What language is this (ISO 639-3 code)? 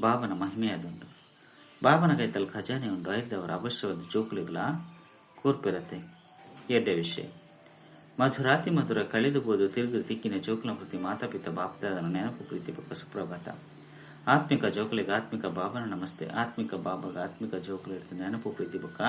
tcy